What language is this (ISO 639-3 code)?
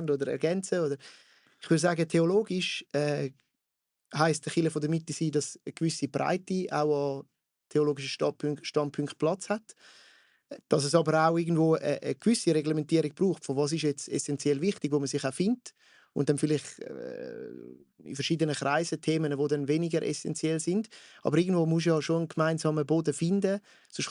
gsw